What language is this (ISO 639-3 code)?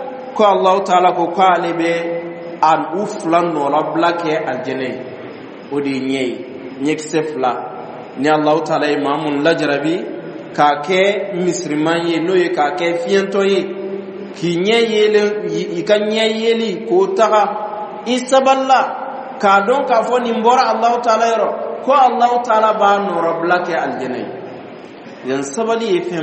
dyu